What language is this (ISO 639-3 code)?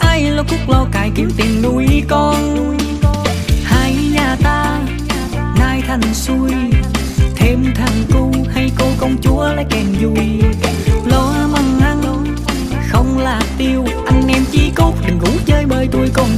vie